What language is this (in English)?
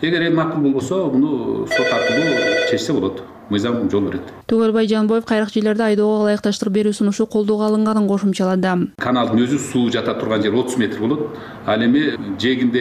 Kyrgyz